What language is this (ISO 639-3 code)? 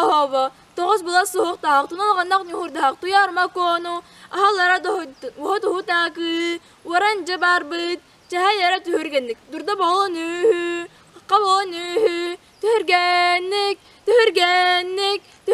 sah